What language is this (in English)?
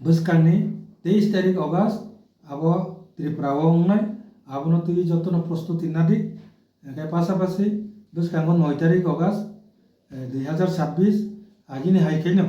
Kok Borok